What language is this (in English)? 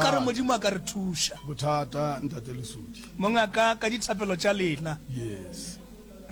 Northern Sotho